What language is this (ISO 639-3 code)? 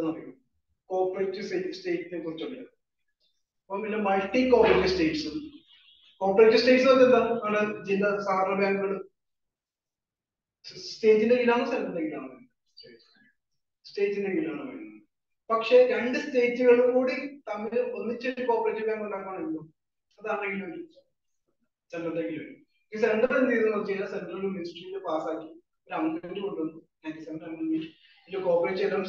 mal